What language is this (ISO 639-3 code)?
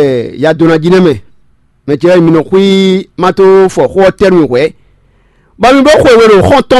fon